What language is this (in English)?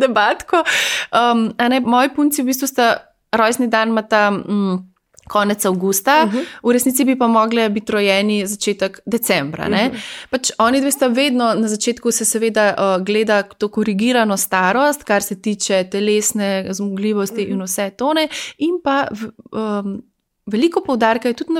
Slovenian